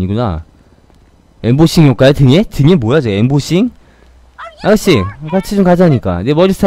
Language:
Korean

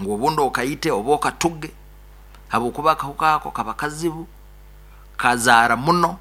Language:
Nyoro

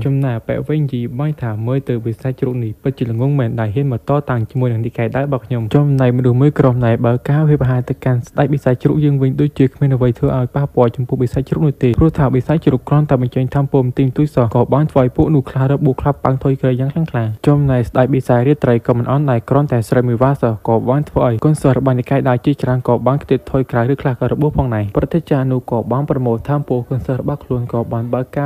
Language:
Khmer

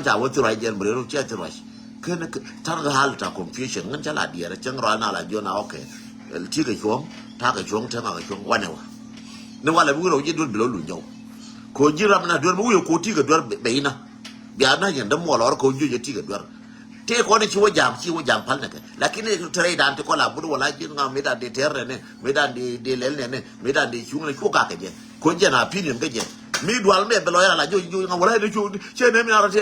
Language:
Nuer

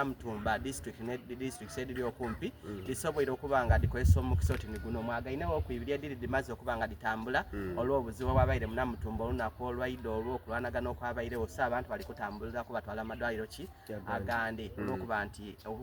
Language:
Soga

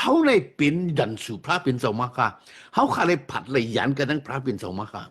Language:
Shan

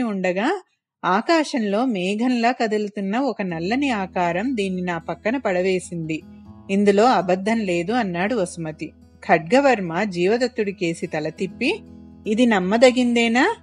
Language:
Telugu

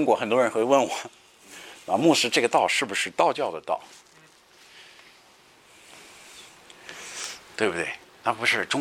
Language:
Chinese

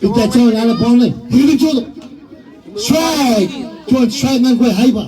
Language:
Marshallese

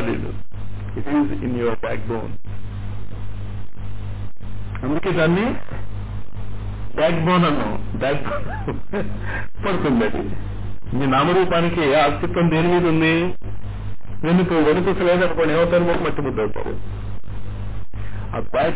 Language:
Telugu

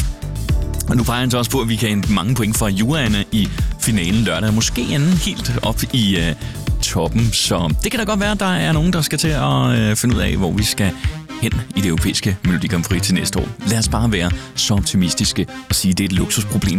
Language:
Danish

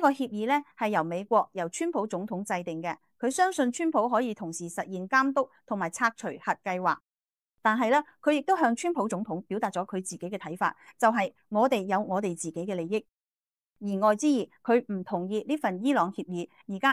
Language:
Cantonese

